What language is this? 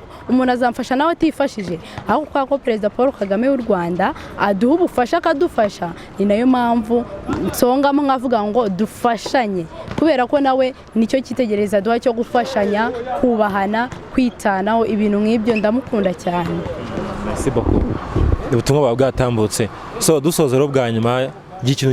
Kinyarwanda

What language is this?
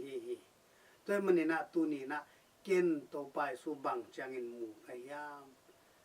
Tedim Chin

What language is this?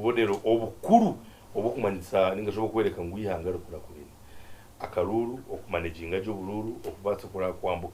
Nyankole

